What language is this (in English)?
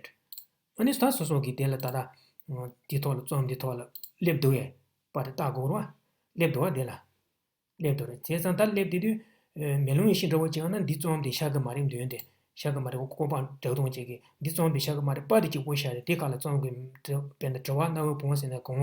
Tibetan